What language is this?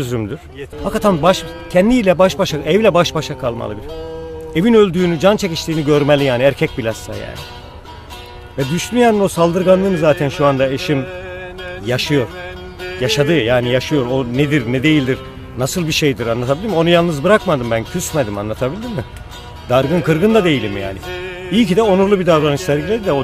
Turkish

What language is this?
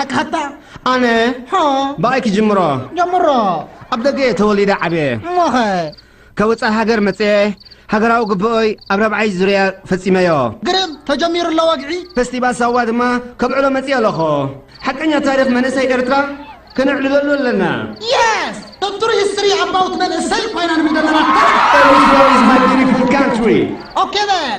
Tigrinya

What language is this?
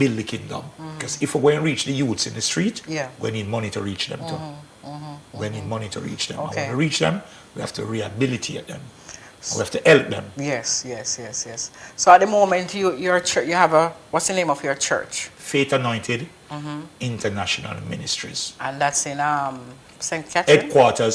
Jamaican Creole English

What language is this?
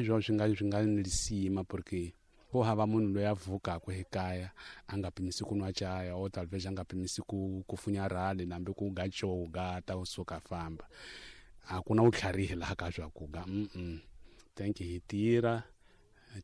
Tsonga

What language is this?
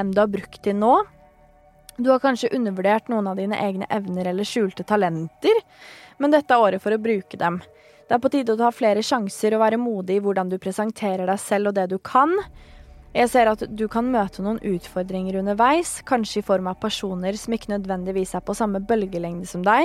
Norwegian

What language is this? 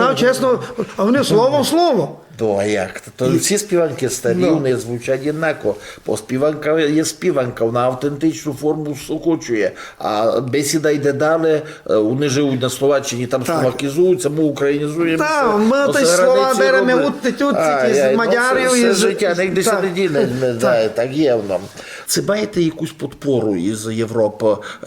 Rusyn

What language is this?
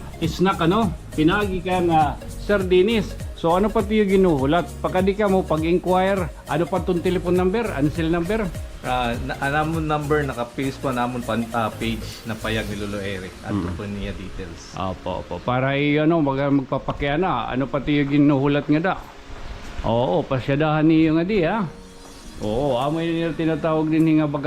Waray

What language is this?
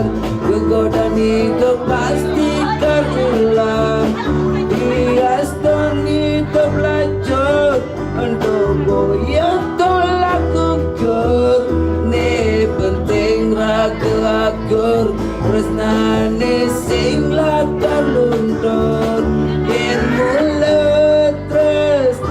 Balinese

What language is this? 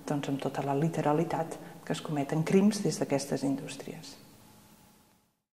Catalan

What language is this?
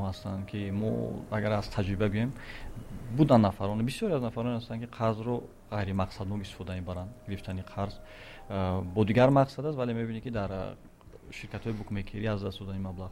Tajik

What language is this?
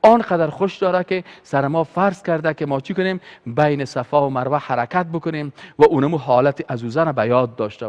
Persian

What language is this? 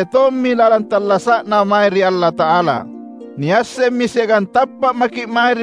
Makasar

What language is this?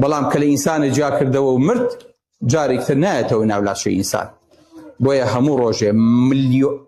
Central Kurdish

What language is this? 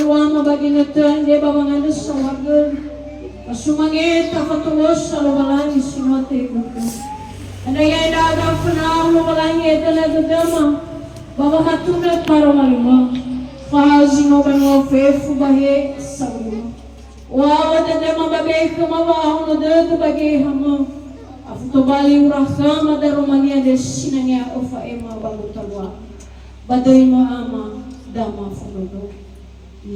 Nias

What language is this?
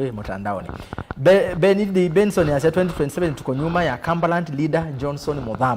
Kamba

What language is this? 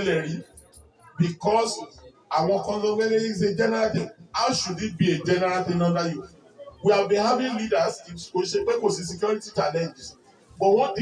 Yoruba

